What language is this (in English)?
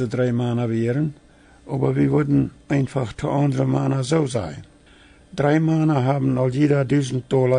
Plautdietsch